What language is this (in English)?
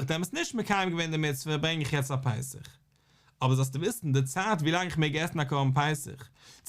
Yiddish